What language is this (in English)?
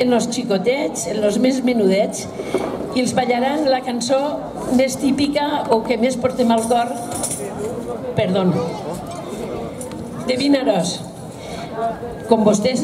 Catalan